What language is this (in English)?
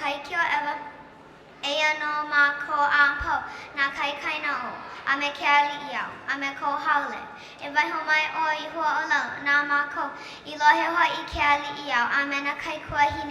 Hawaiian